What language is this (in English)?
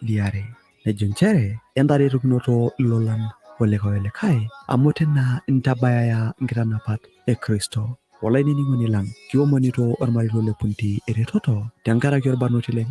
Masai